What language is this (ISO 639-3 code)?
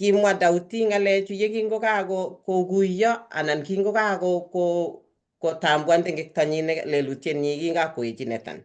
kln